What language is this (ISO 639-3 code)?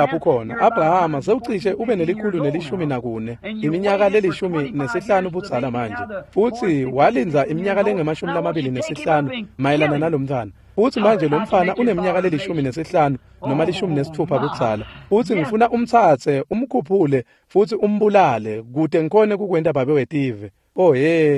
ssw